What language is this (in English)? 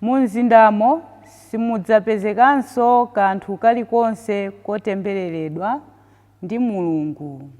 Nyanja